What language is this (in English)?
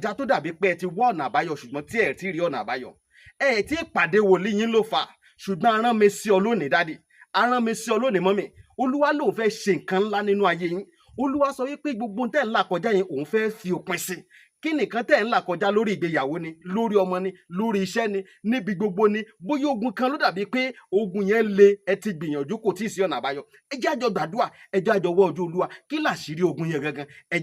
Yoruba